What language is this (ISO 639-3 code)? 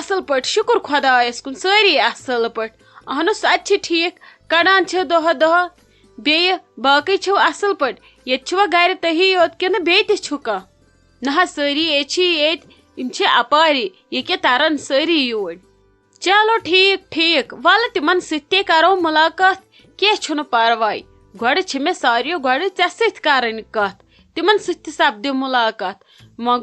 kas